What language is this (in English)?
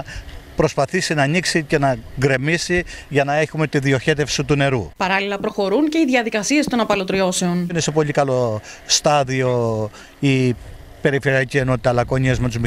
Greek